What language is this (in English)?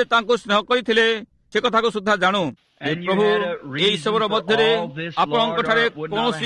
Odia